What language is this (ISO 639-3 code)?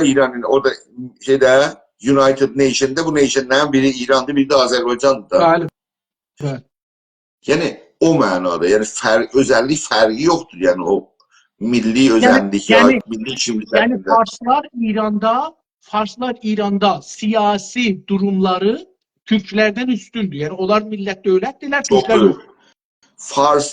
azb